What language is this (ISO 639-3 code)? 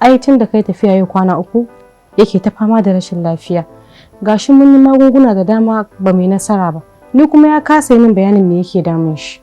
hau